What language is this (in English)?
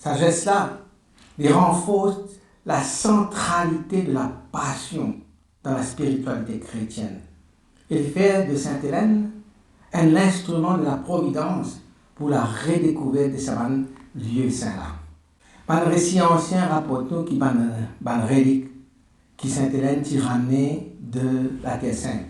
Morisyen